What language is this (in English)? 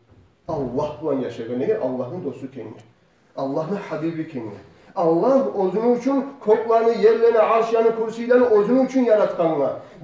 Kumyk